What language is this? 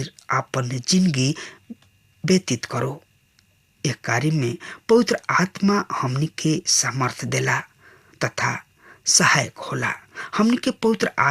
Bhojpuri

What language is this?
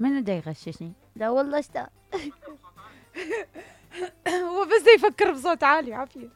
Mesopotamian Arabic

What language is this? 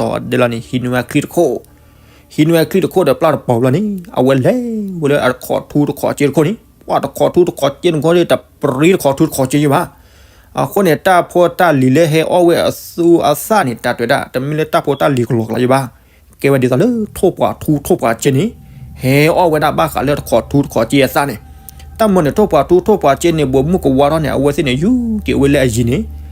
S'gaw Karen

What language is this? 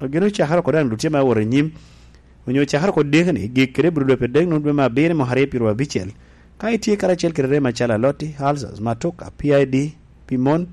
Lango (Uganda)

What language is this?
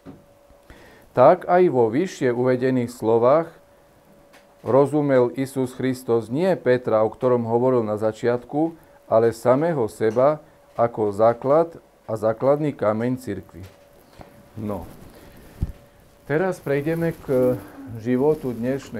Slovak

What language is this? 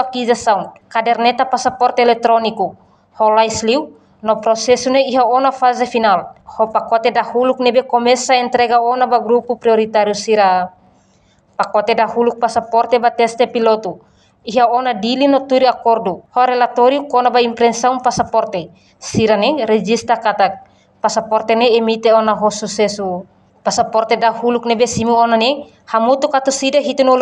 Tetum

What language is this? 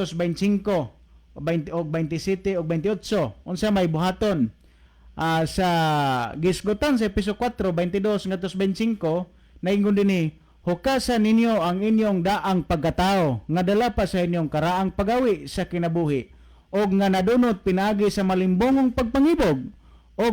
Cebuano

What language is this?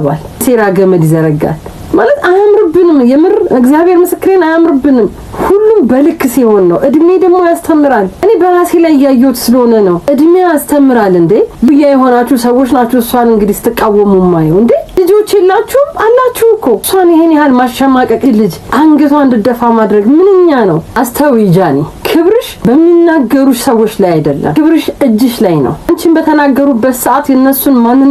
Amharic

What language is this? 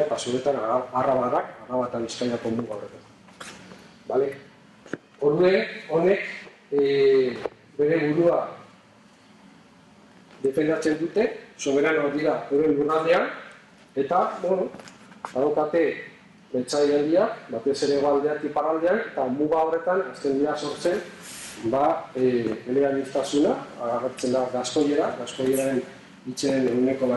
Basque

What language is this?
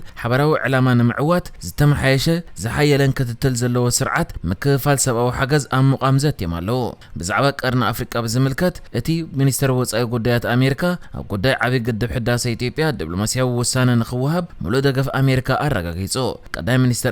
Tigrinya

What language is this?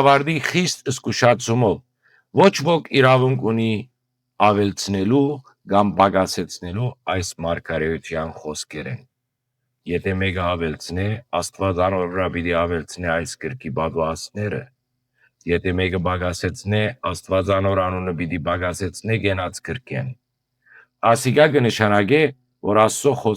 Western Armenian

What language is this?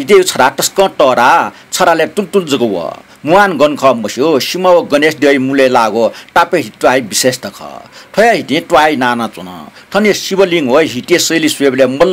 Newari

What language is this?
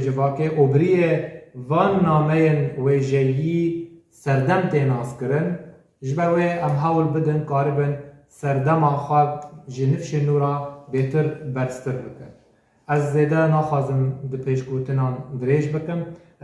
Kurdish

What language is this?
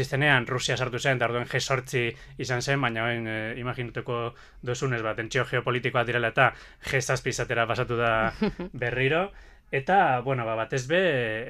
Basque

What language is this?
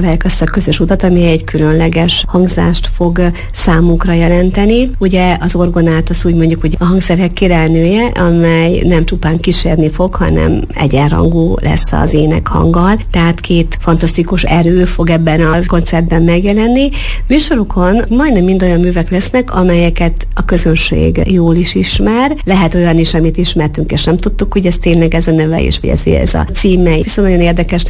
Hungarian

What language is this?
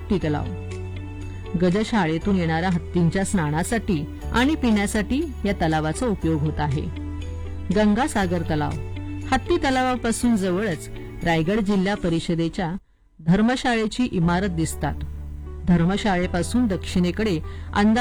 Marathi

